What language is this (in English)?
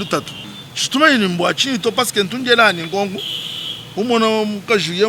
Luba-Lulua